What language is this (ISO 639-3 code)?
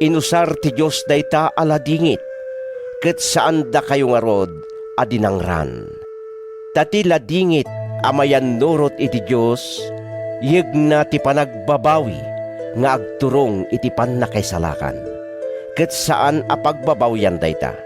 ilo